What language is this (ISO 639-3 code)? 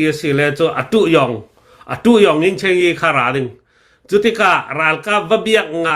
cnh